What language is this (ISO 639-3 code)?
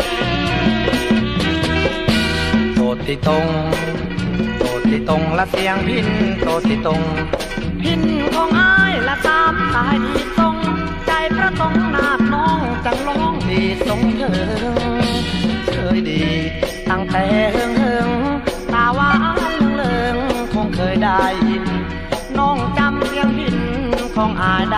tha